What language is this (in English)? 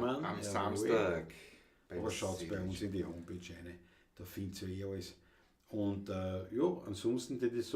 Bavarian